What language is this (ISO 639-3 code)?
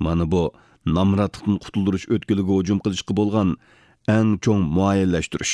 uig